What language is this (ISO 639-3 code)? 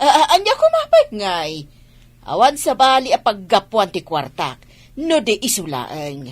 ilo